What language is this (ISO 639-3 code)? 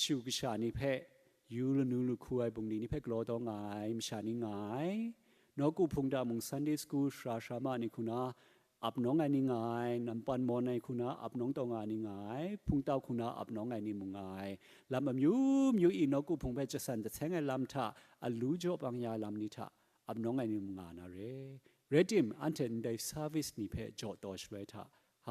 kac